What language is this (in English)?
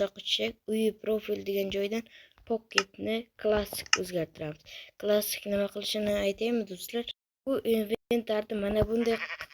Uzbek